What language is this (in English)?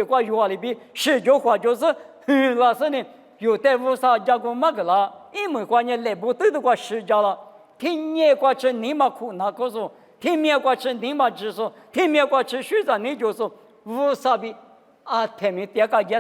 Lisu